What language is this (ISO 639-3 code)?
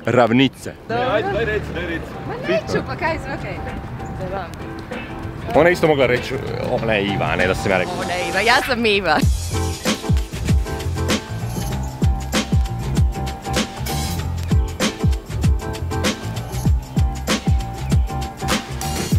hrv